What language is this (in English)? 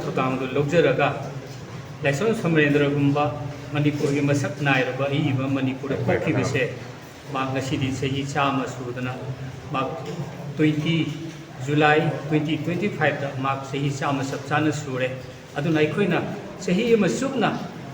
Manipuri